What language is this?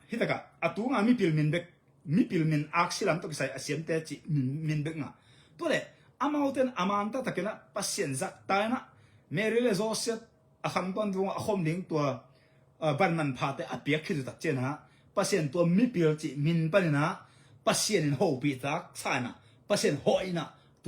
Tedim Chin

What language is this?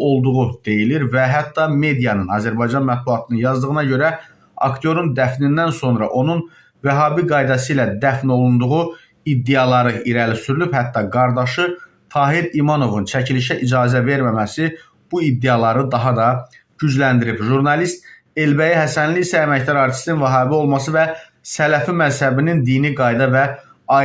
Azerbaijani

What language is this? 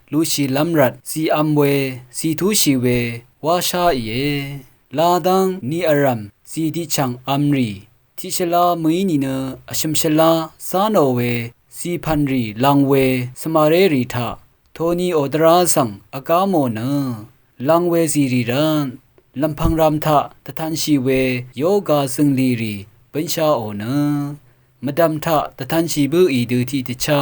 Rawang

